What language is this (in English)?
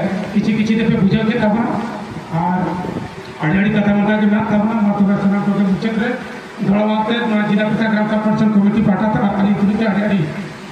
Santali